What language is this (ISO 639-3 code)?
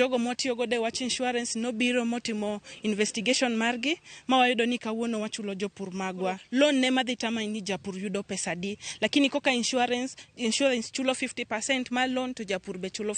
luo